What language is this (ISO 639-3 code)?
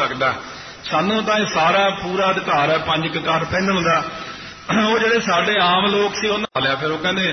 pan